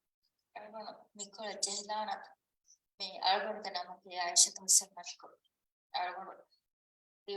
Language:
Divehi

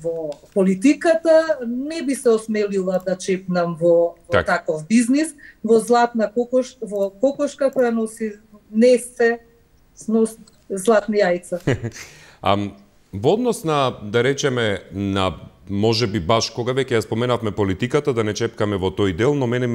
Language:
Macedonian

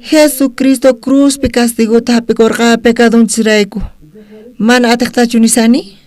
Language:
South Bolivian Quechua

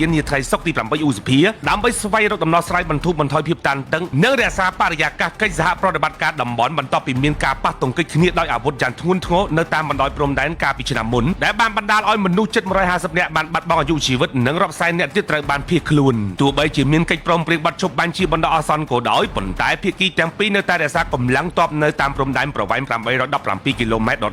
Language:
Khmer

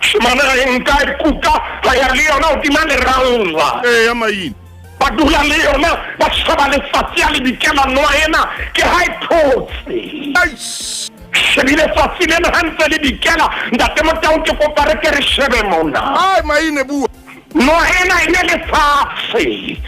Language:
Southern Sotho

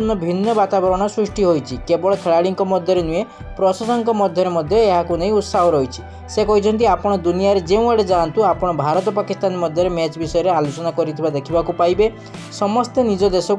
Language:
Odia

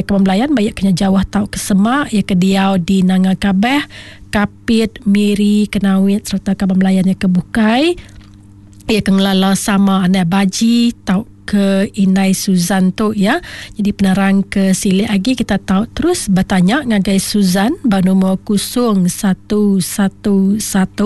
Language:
Iban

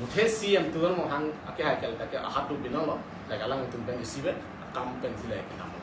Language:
Karbi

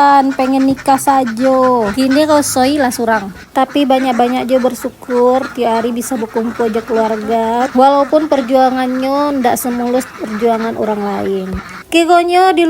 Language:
Minangkabau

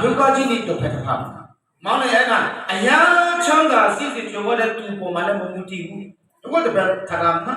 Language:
Akha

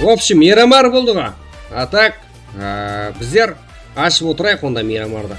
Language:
Kara-Kalpak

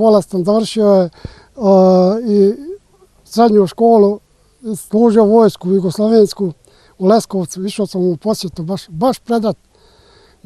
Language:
Bosnian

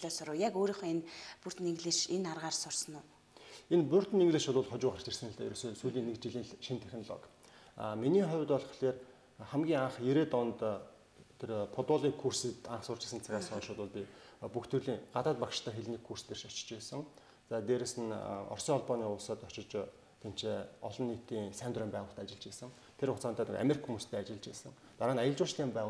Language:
Mongolian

